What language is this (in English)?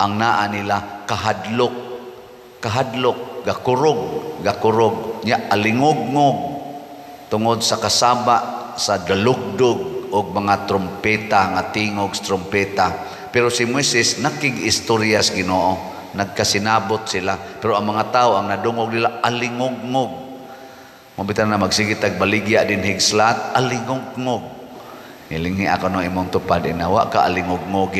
Cebuano